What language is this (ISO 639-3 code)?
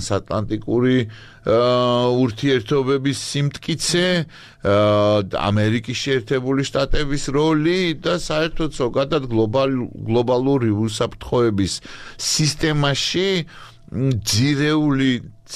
kat